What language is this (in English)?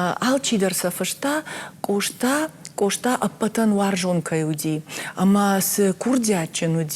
Ossetic